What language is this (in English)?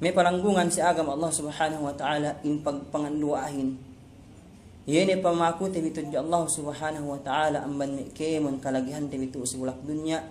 Yakan